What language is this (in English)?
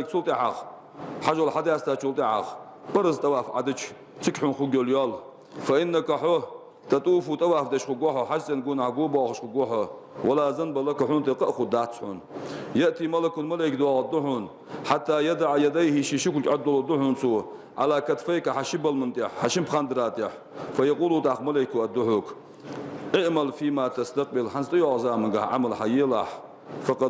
Ingush